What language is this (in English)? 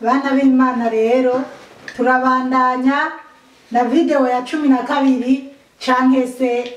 Rundi